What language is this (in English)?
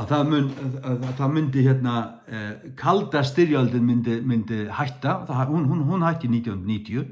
Faroese